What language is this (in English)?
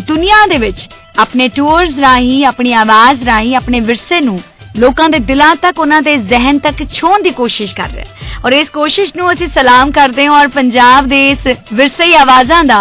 Punjabi